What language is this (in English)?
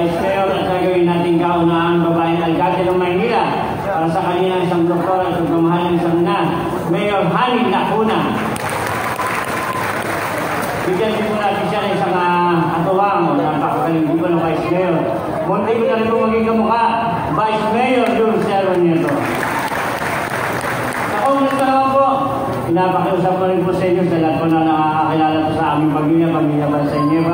Filipino